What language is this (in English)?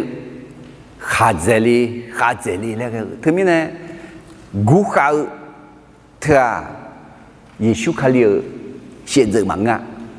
Akha